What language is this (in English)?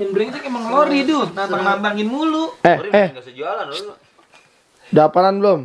Betawi